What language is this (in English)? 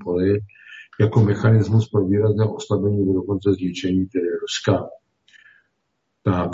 Czech